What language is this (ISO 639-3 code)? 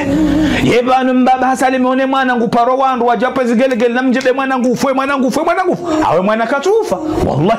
zdj